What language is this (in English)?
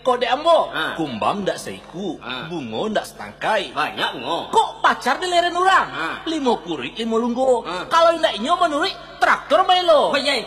Minangkabau